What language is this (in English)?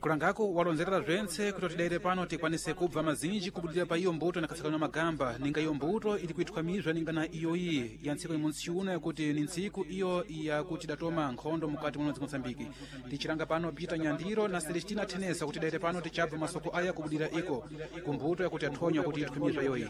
Sena